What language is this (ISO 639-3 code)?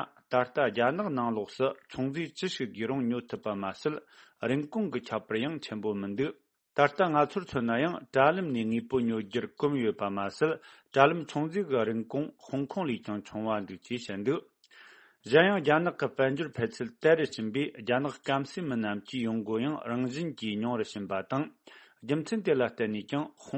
bod